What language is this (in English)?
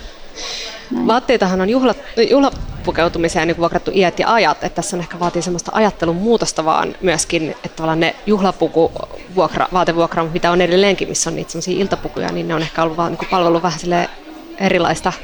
Finnish